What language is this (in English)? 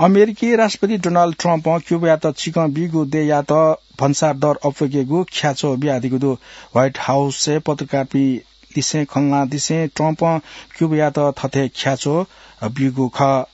Newari